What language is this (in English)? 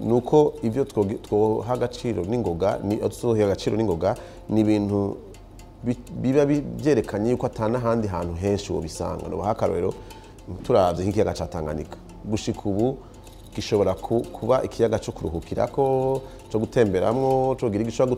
Rundi